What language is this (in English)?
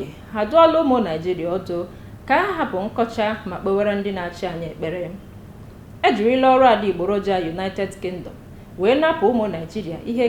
Igbo